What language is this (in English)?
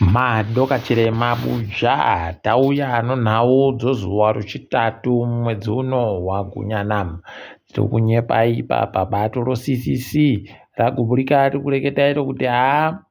Ndau